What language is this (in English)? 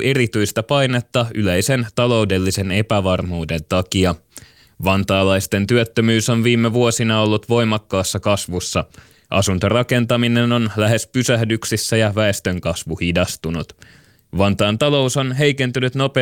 Finnish